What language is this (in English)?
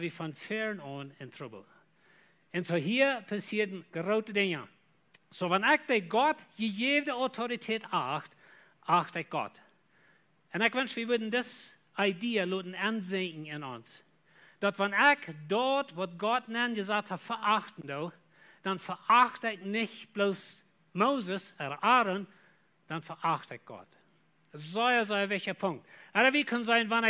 Plautdietsch